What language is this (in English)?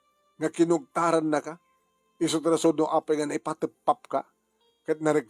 Iloko